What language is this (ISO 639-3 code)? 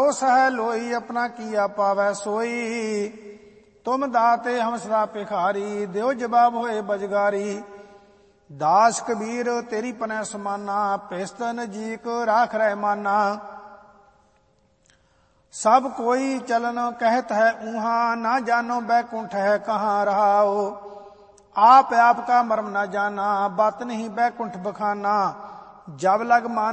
pan